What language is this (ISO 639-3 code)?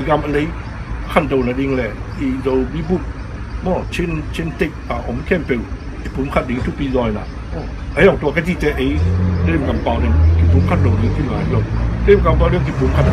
ctd